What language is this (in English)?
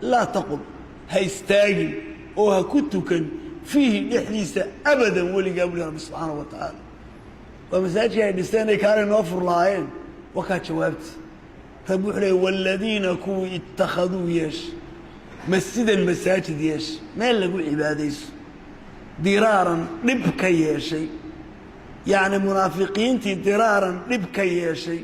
Somali